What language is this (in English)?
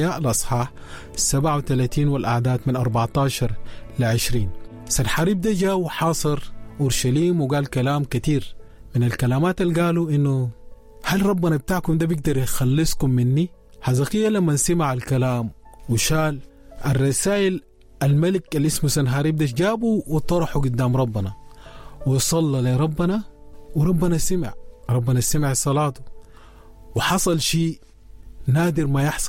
Sudanese Arabic